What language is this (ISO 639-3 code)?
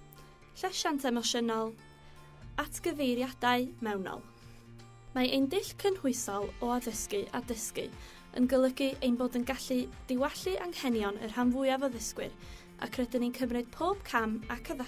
cym